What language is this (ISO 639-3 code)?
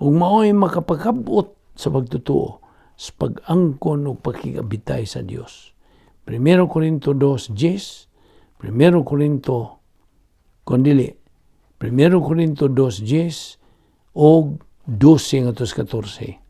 ceb